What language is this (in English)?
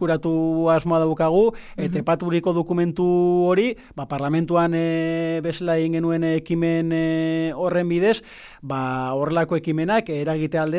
Basque